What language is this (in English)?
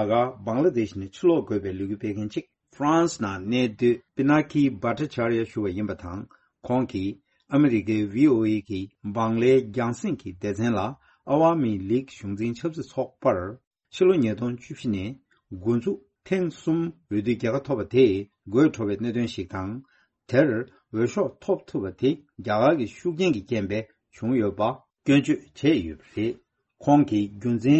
Tibetan